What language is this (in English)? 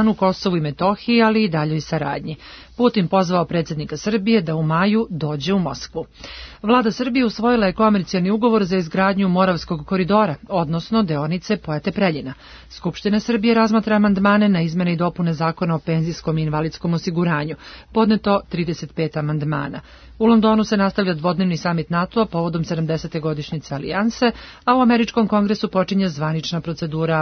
Serbian